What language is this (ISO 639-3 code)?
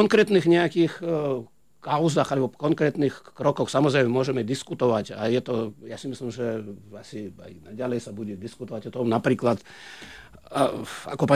slk